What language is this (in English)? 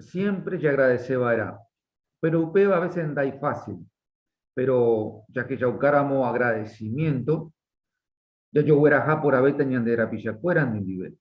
Guarani